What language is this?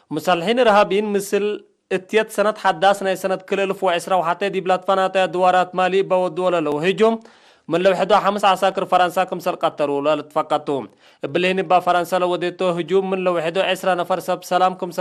Tigre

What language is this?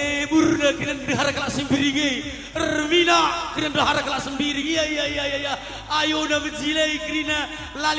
Batak Karo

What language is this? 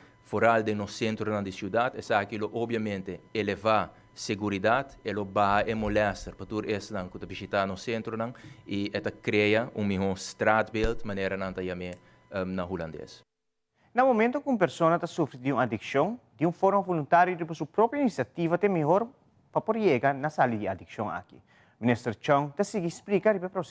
Papiamento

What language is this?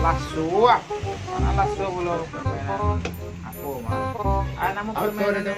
Minangkabau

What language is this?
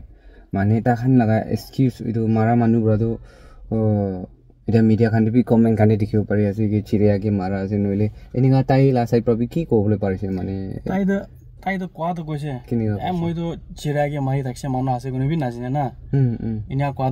Naga Pidgin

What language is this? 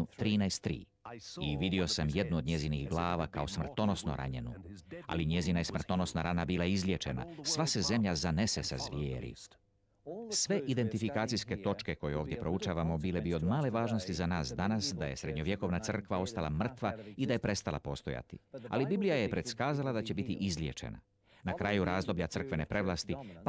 Croatian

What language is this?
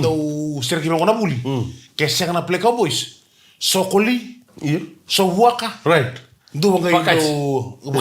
Fijian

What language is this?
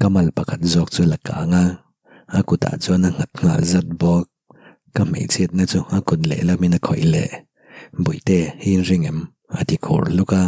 Mizo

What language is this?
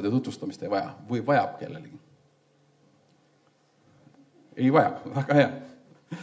Estonian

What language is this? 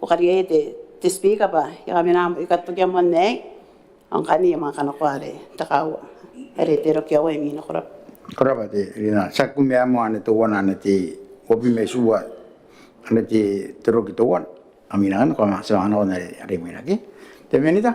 Gilbertese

